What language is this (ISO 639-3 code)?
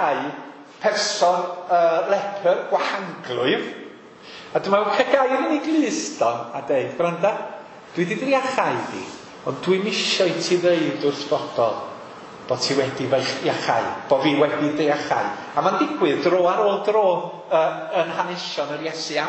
cym